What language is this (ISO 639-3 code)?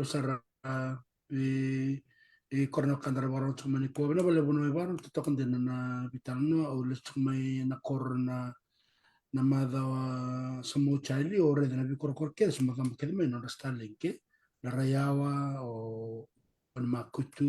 fij